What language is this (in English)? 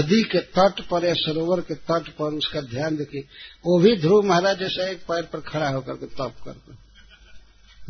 Hindi